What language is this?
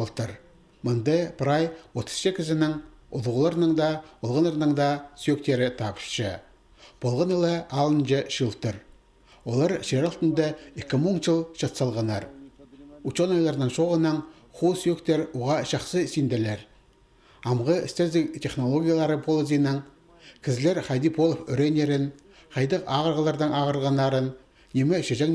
Khakas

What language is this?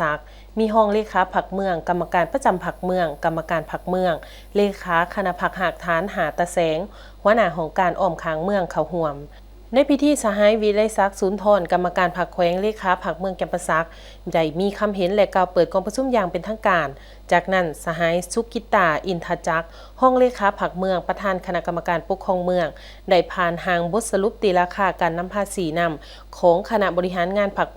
Lao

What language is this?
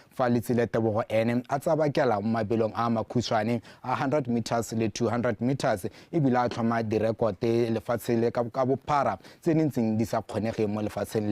Tswana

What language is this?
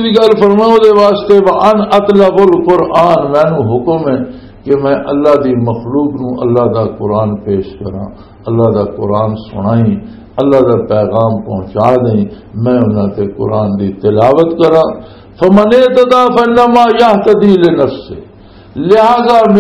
Western Panjabi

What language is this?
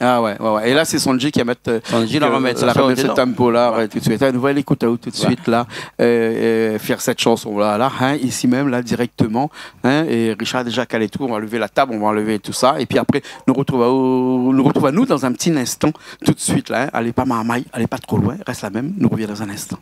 Réunion Creole French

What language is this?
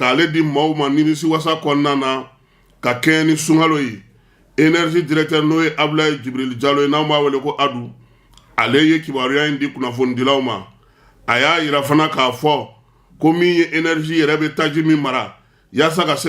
Bambara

